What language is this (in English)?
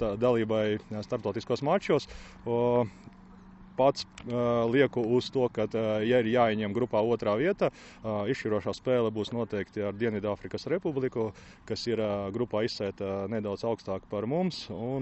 Latvian